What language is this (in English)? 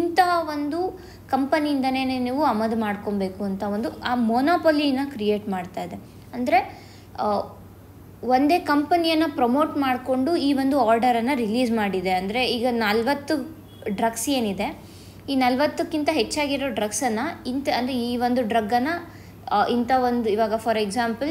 Kannada